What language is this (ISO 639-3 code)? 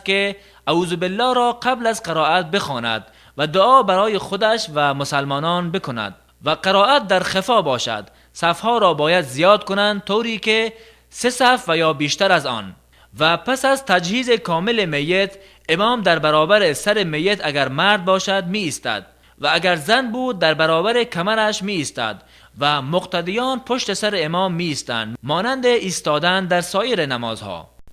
tgk